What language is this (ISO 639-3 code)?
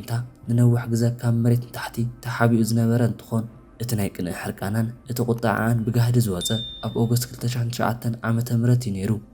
tir